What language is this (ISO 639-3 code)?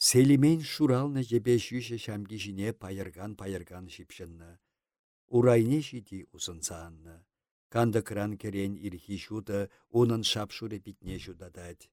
chv